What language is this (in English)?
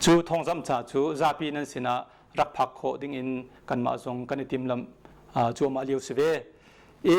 Hakha Chin